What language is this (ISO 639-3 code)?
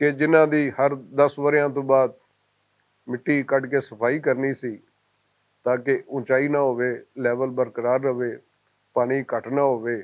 lah